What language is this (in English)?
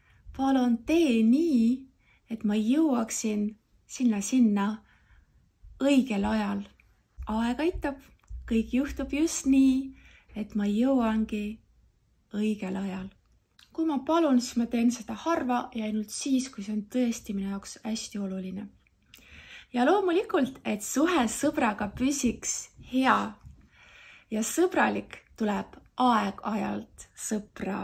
Estonian